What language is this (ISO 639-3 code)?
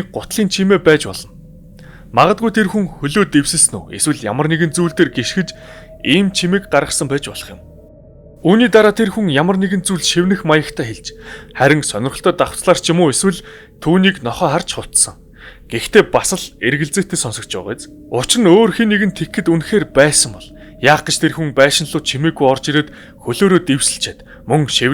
mon